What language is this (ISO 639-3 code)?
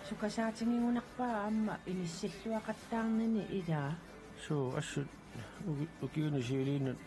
kal